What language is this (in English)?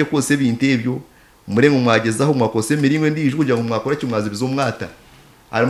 Nyankole